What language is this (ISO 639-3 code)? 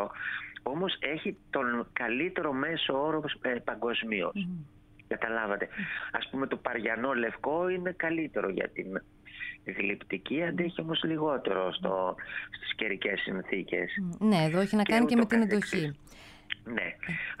ell